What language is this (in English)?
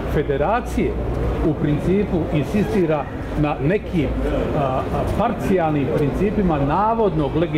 Bosnian